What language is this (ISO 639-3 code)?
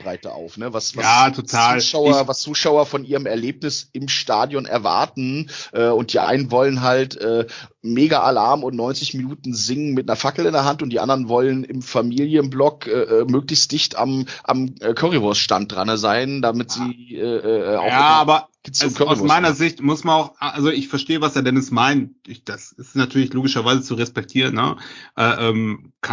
deu